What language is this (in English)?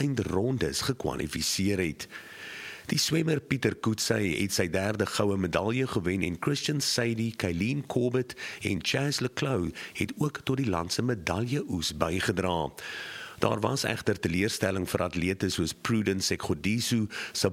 Afrikaans